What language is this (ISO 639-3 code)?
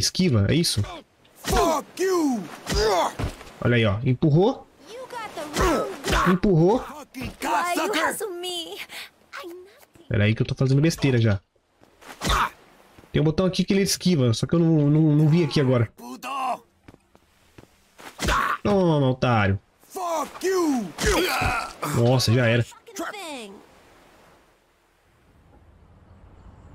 por